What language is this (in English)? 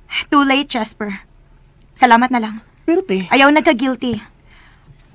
Cebuano